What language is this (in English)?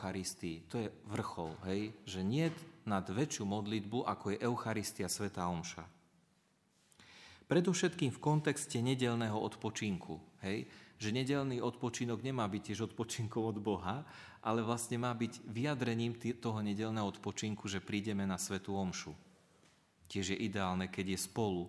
Slovak